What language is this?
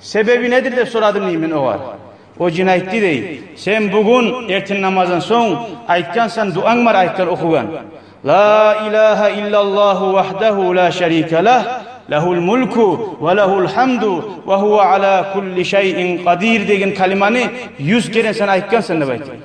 Kumyk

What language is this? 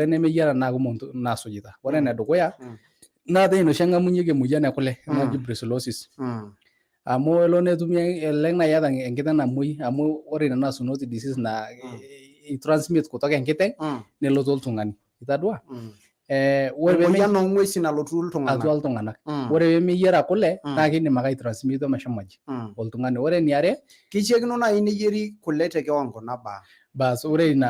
Masai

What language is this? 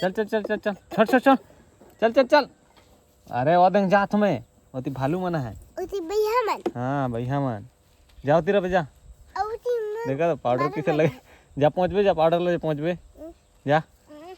Chhattisgarhi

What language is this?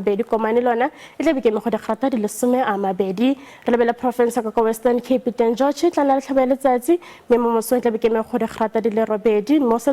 Tswana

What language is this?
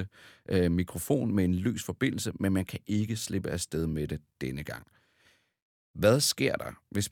Danish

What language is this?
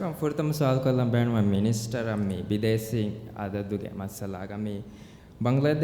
Divehi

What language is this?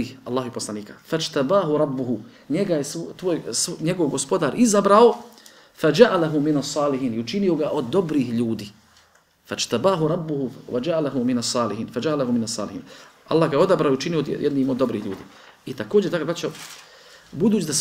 Bosnian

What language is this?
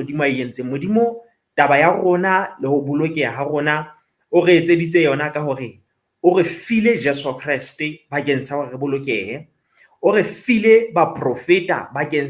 Southern Sotho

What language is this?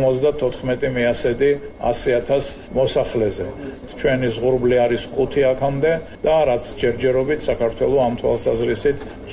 Georgian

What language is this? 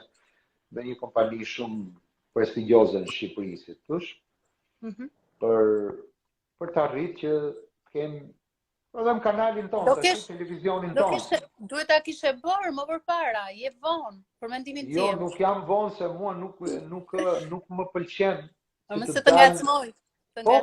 Albanian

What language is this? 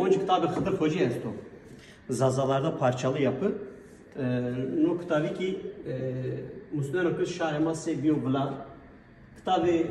Zaza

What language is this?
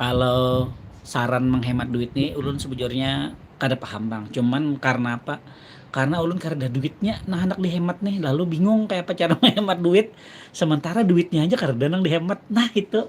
Banjar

